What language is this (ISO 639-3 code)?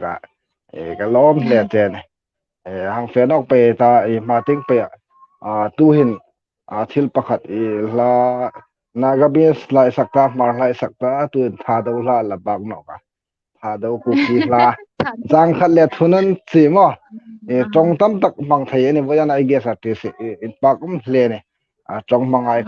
hmr